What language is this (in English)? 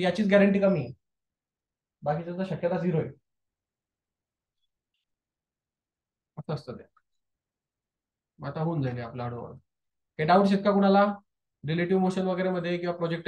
Marathi